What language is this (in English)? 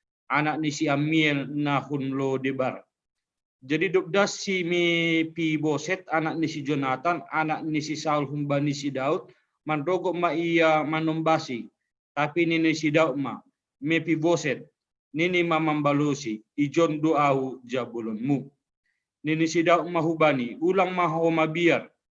Batak Simalungun